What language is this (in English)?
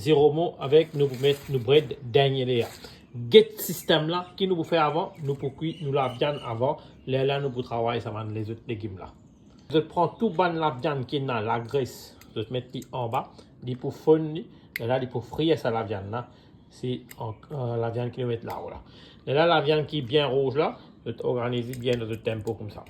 Morisyen